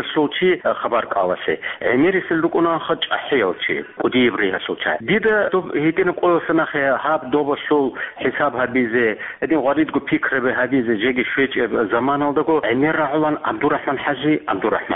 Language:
Avaric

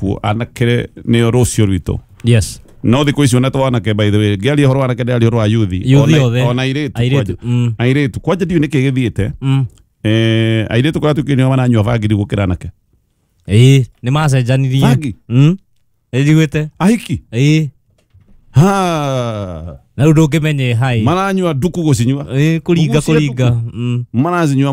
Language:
Kikuyu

